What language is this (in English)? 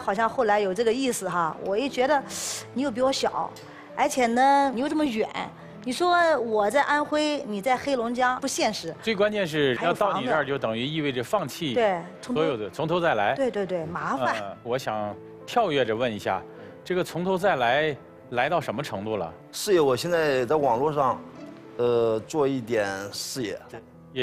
Chinese